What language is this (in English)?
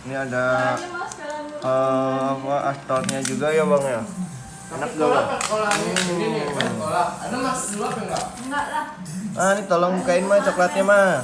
Betawi